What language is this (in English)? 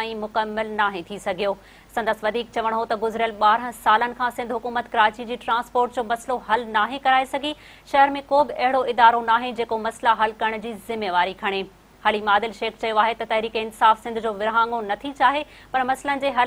Sindhi